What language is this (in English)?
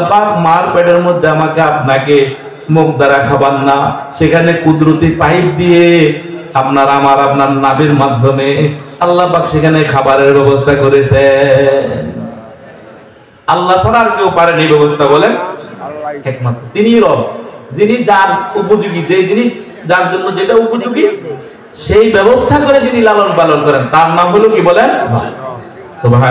Bangla